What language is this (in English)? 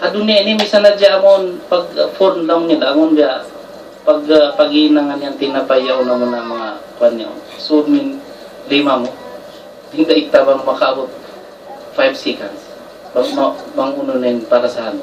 Tausug